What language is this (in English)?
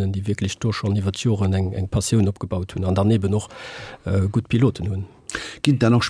Luxembourgish